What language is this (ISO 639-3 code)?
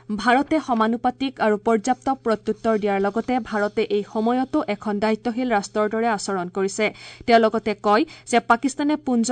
asm